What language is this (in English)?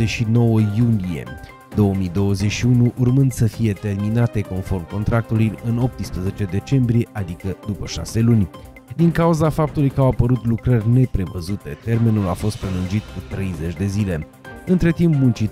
Romanian